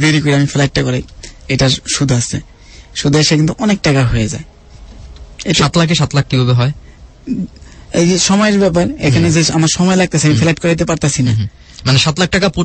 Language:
Bangla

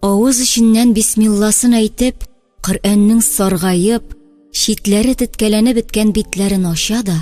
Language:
Tatar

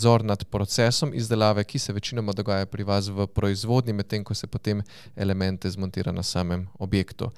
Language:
Slovenian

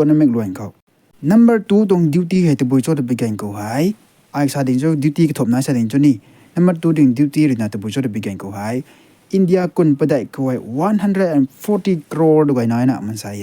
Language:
Rongmei Naga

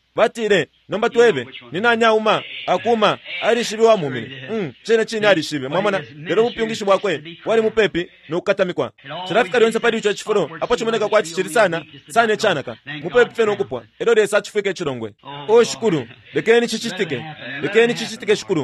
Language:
Bemba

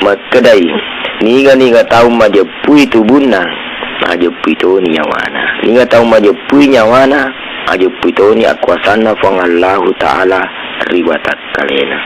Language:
Buginese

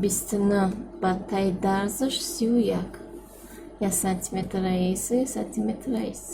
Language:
Tajik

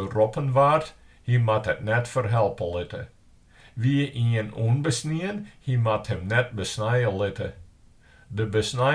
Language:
Western Frisian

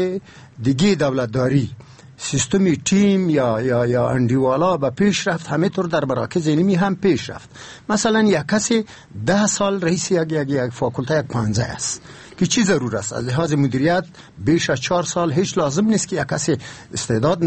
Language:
Persian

